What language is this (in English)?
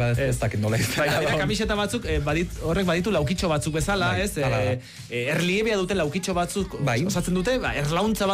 Basque